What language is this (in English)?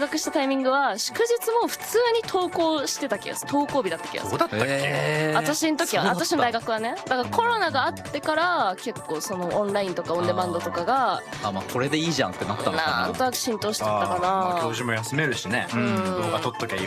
Japanese